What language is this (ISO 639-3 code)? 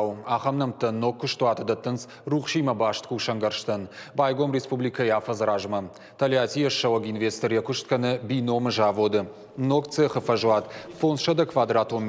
oss